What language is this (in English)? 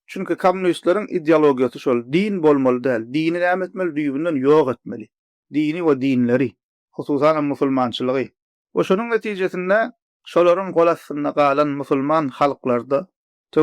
Turkmen